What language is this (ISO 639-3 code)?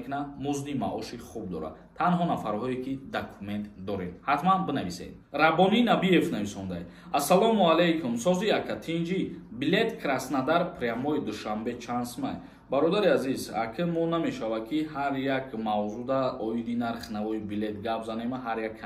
tgk